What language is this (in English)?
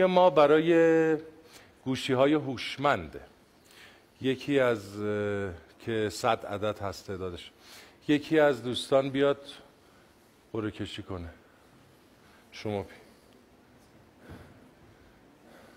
Persian